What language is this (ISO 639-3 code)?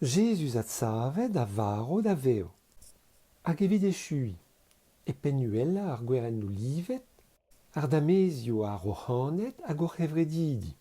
bre